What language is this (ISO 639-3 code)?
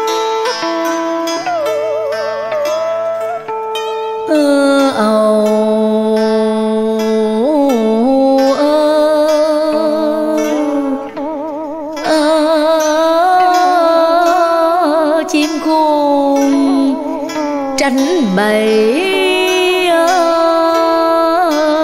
vie